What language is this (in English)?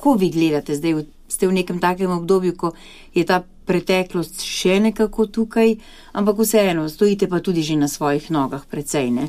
Slovenian